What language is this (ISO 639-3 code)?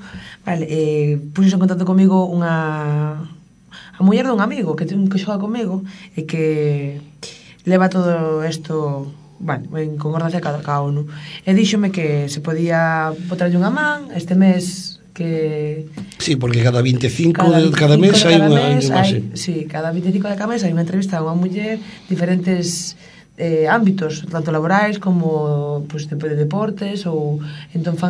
glg